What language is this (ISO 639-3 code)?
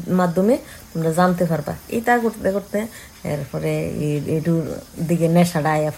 ben